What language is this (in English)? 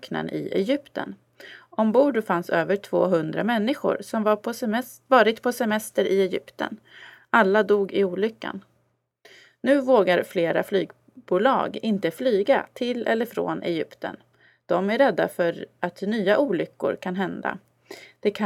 Swedish